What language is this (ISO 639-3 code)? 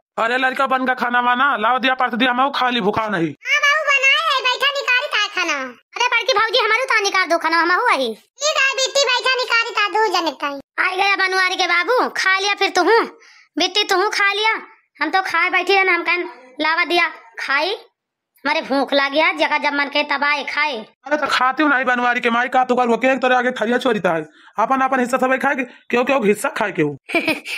awa